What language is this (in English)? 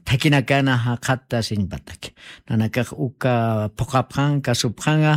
Aymara